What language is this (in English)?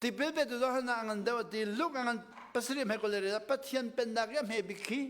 Hakha Chin